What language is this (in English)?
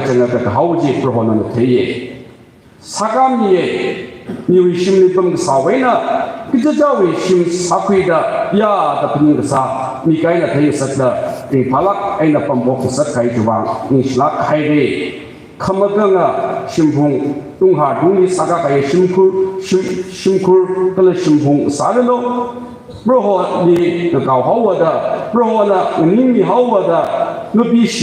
Tangkhul Naga (India)